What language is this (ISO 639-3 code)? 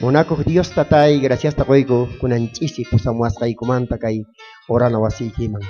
quh